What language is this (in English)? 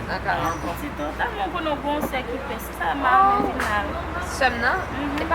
Haitian Creole